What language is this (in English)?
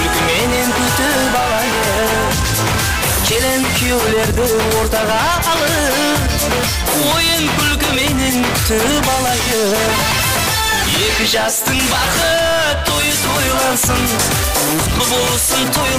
Kara-Kalpak